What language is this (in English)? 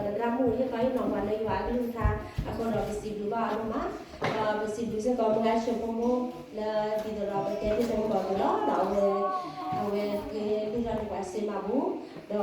S'gaw Karen